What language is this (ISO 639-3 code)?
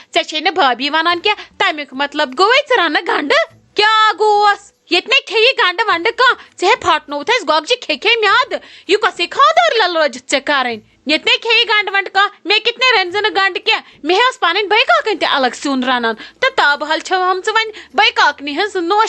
kas